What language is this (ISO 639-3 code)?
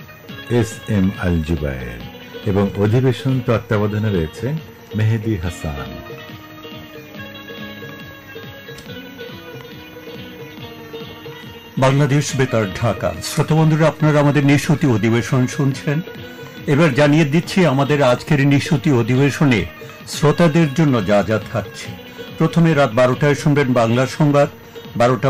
ben